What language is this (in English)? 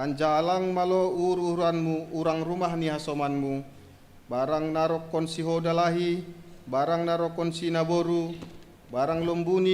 Batak Simalungun